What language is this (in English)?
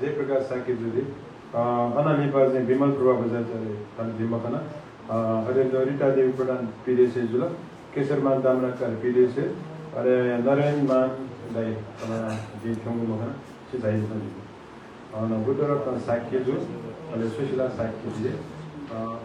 Newari